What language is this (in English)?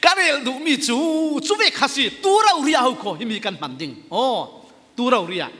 Falam Chin